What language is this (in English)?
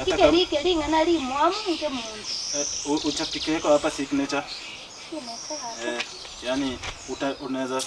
Gusii